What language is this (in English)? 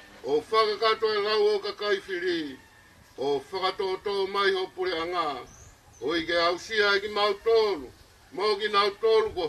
Tongan